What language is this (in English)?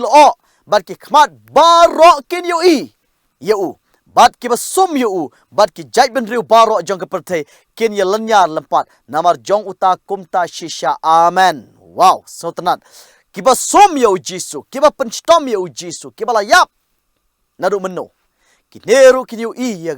Khasi